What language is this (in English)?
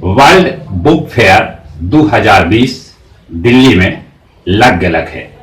Magahi